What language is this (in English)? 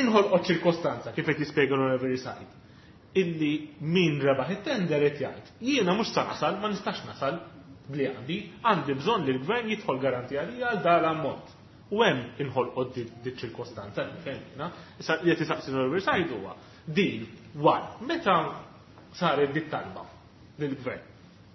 Maltese